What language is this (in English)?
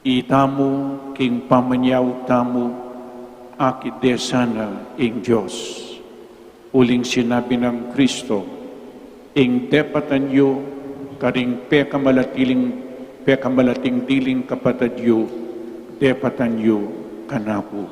Pampanga